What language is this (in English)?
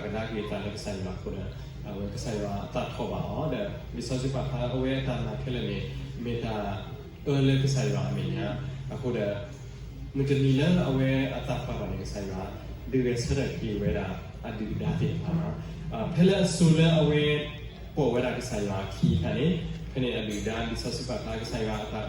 S'gaw Karen